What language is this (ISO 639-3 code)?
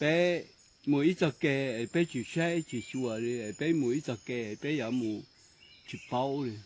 hmn